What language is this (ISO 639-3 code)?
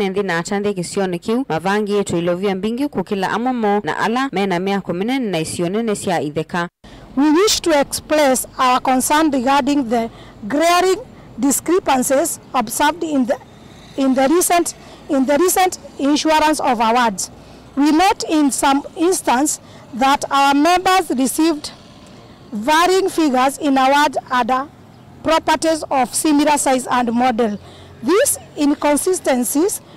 kam